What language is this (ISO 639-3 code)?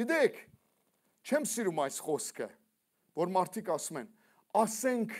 hye